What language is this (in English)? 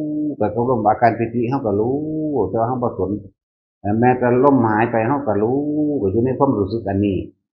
Northeastern Thai